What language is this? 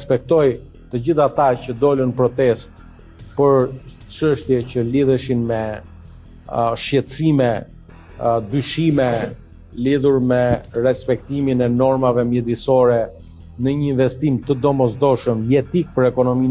Albanian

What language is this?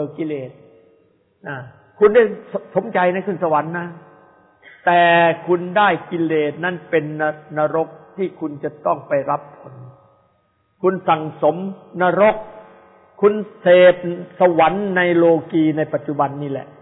Thai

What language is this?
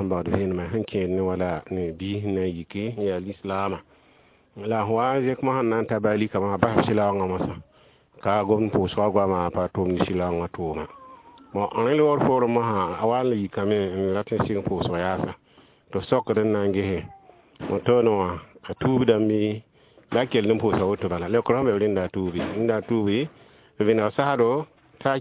Mossi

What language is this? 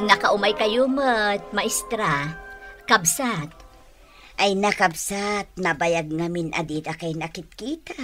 Iloko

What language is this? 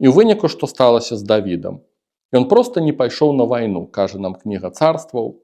Belarusian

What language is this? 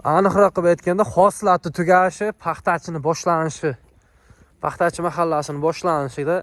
Uzbek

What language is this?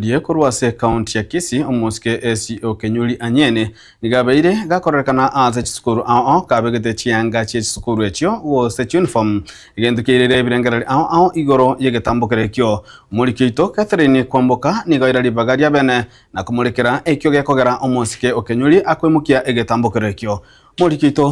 Gusii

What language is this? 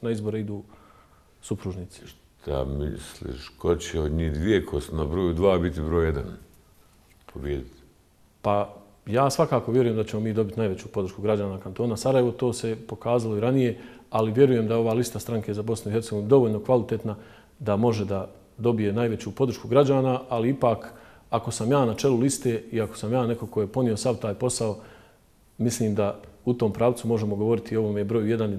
Bosnian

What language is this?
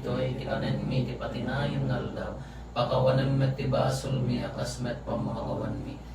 Iloko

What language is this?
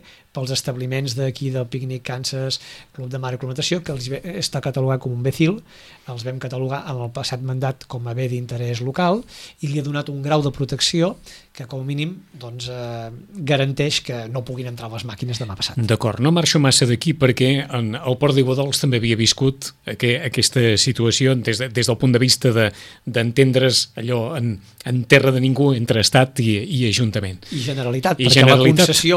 Catalan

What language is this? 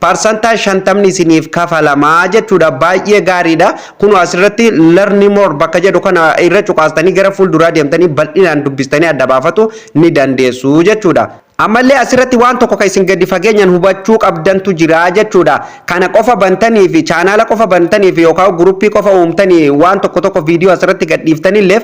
Oromo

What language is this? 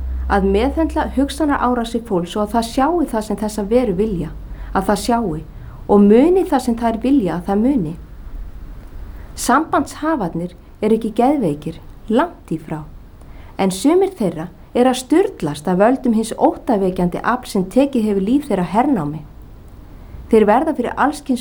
Icelandic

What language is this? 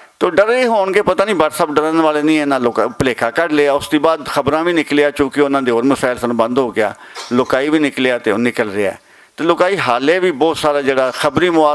Western Panjabi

